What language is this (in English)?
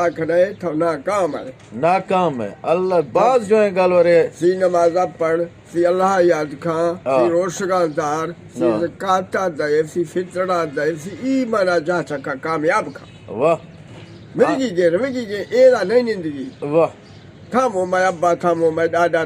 Eastern Balochi